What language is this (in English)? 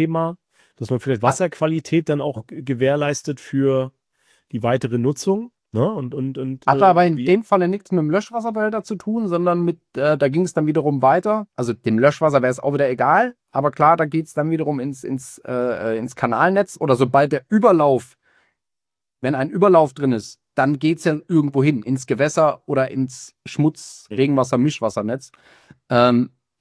German